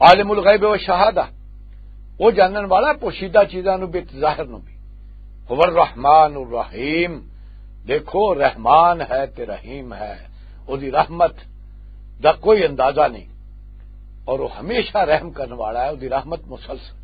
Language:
Western Panjabi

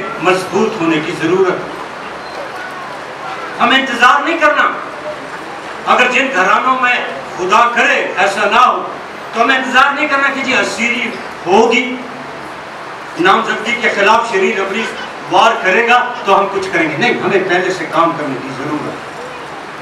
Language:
Urdu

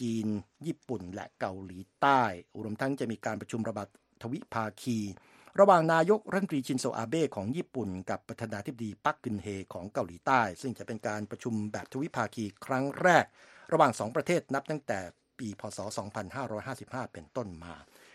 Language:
Thai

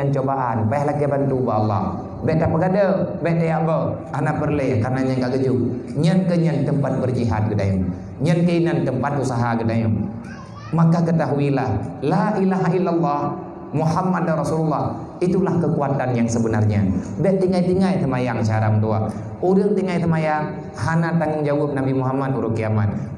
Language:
Achinese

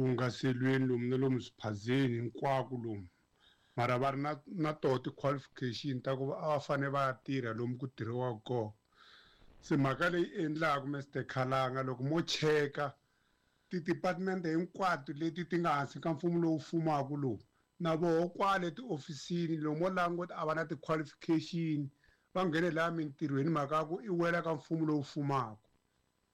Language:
Tsonga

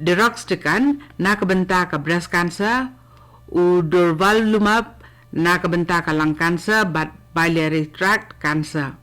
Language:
Khasi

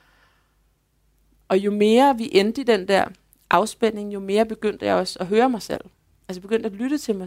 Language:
Danish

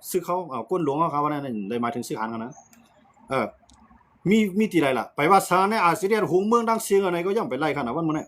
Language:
Shan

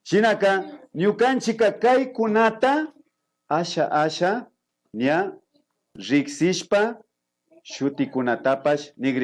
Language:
Imbabura Highland Quichua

